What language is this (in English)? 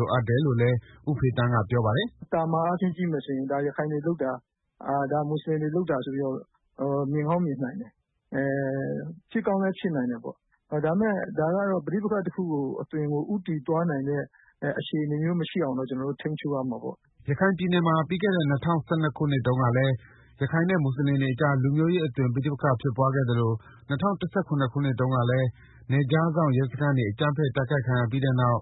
Burmese